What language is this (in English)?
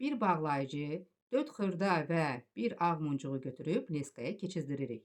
Azerbaijani